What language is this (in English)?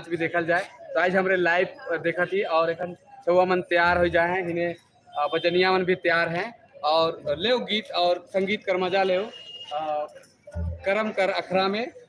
Sadri